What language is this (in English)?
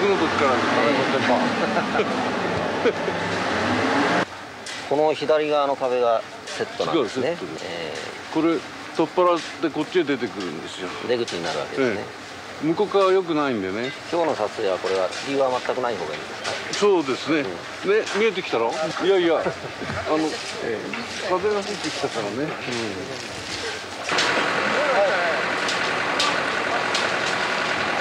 Japanese